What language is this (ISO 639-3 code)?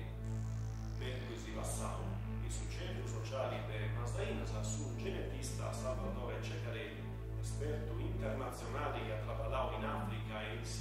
srd